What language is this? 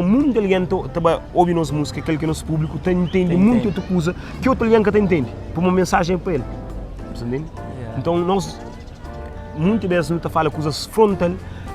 Kabuverdianu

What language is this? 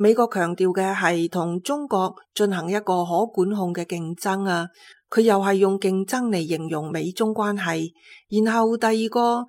Cantonese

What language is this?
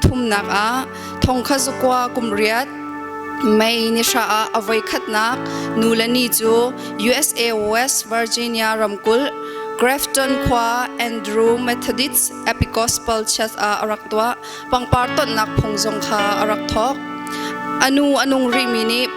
Hakha Chin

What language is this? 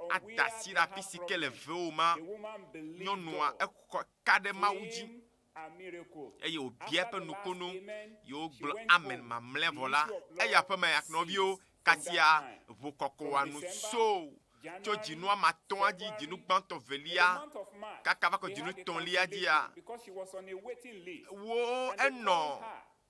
Ewe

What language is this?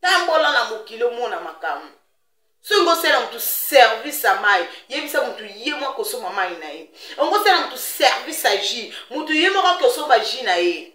Lingala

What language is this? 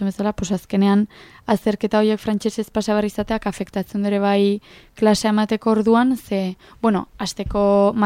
Basque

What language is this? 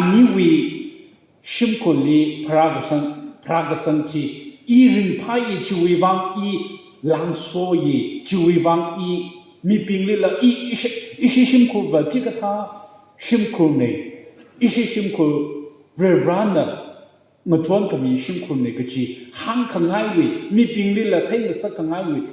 Tangkhul Naga (India)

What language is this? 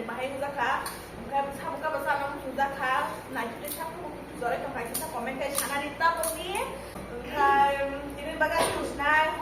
Kok Borok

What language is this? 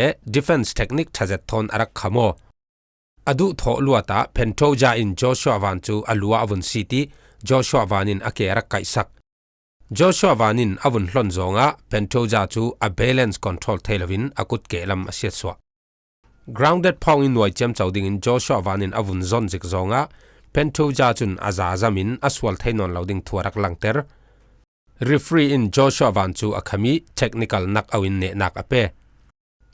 Falam Chin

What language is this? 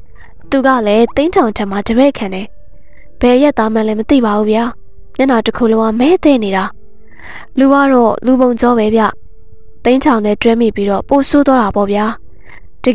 Burmese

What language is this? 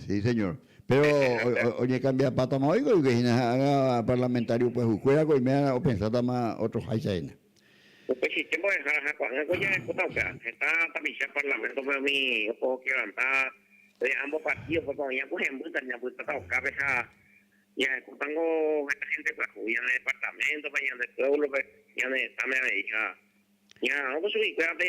Guarani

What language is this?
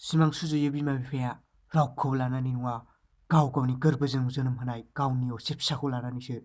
Bodo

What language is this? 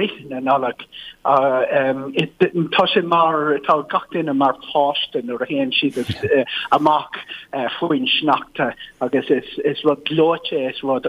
Irish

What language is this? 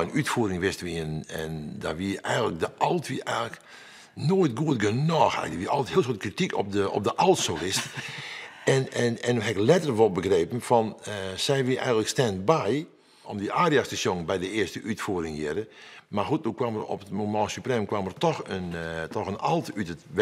Western Frisian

